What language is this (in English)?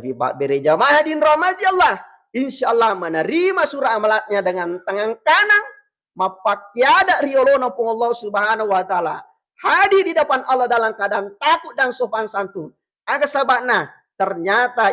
Buginese